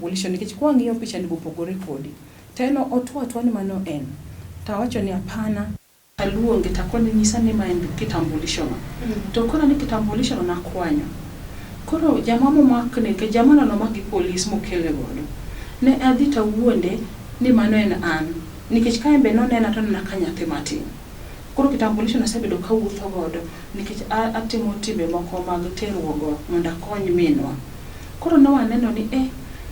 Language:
Luo (Kenya and Tanzania)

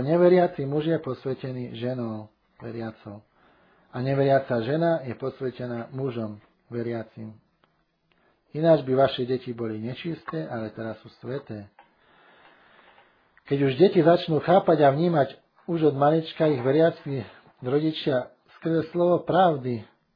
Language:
Slovak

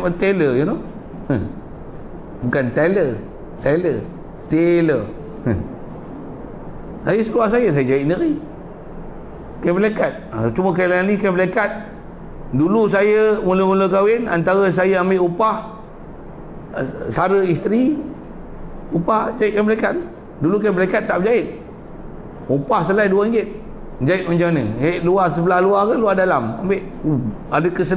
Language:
Malay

